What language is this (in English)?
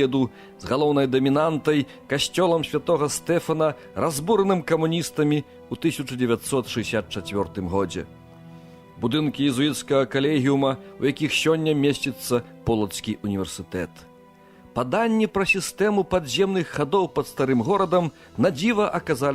Belarusian